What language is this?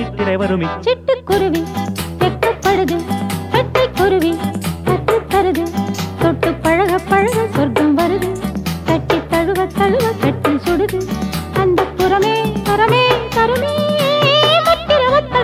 Tamil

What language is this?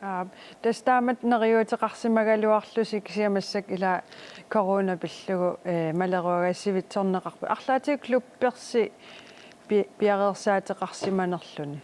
Kalaallisut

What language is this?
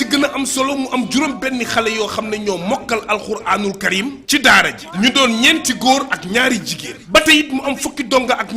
Wolof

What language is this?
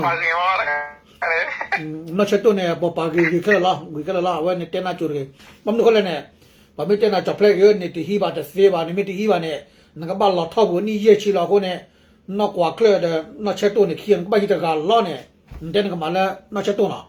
S'gaw Karen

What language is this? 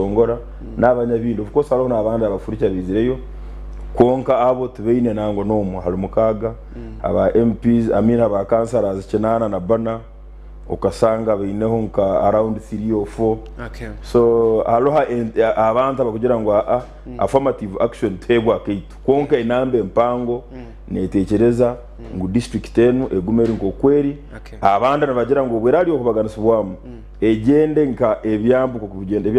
Nyankole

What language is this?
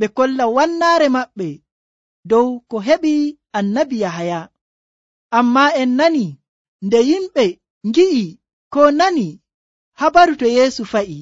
Nigerian Fulfulde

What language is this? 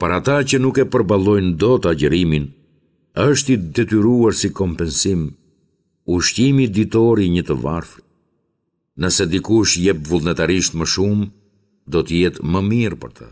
Albanian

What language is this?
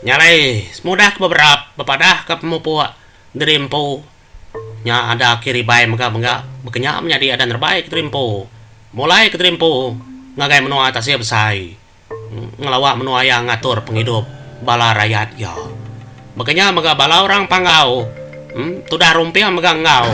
Iban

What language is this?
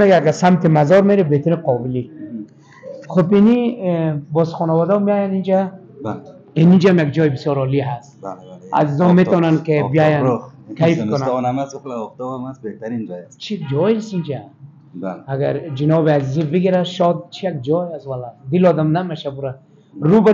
Persian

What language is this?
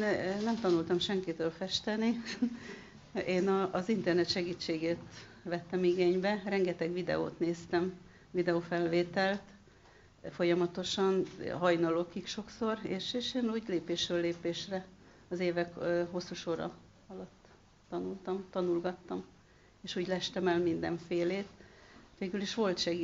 Hungarian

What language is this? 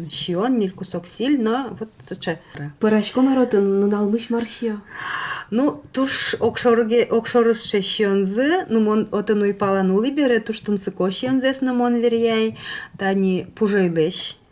Udmurt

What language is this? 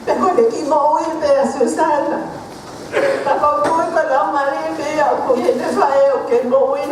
Tongan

